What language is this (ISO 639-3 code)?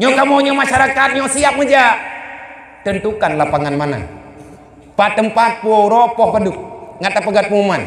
ace